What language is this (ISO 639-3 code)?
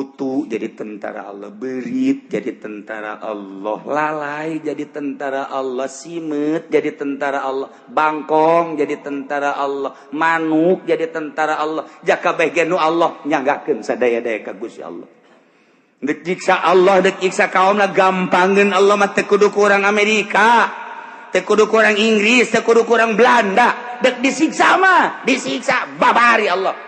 sun